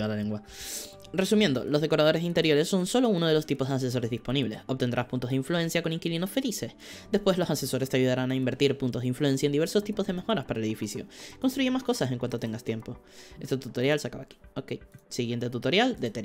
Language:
Spanish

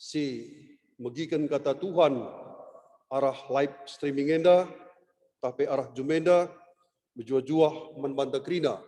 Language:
Batak Karo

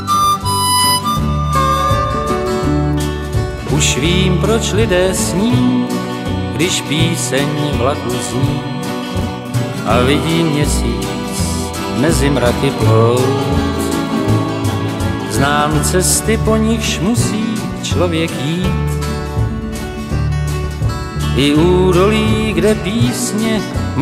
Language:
Czech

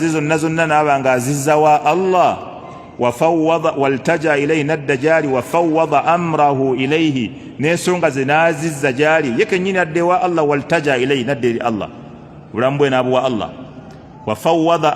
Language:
Ganda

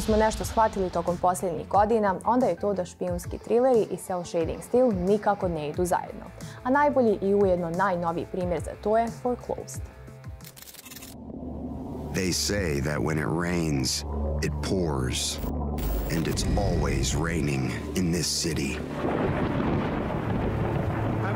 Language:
Bosnian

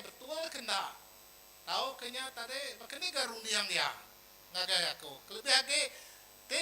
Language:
Iban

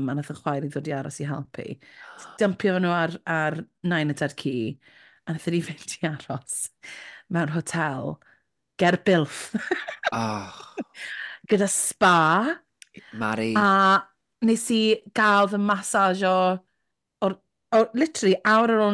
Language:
Welsh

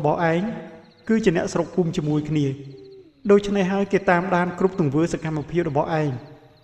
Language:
Khmer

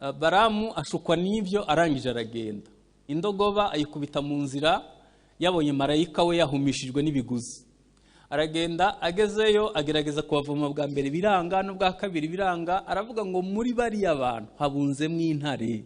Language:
Kinyarwanda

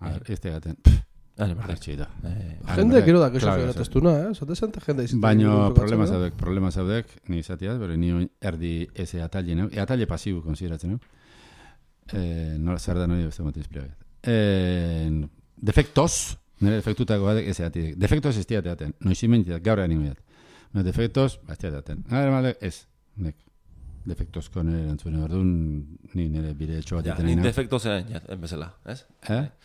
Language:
Basque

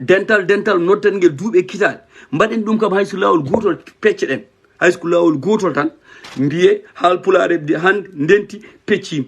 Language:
Fula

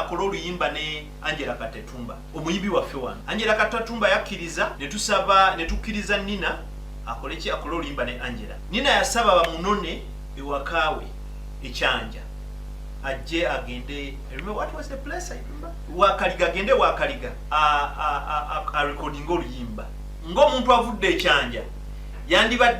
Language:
Ganda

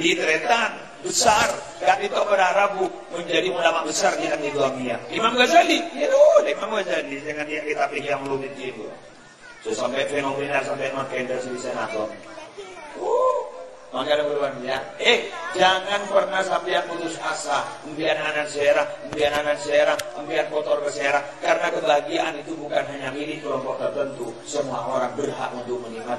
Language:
Madurese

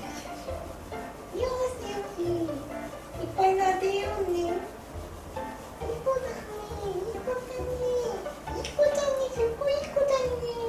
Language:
Japanese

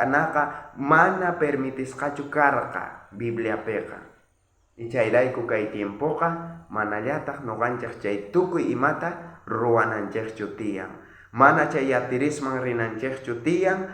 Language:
South Bolivian Quechua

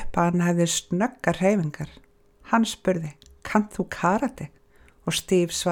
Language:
Icelandic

